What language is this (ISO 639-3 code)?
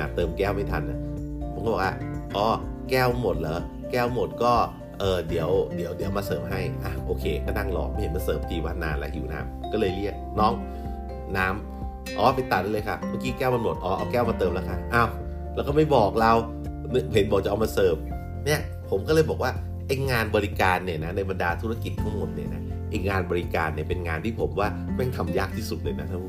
tha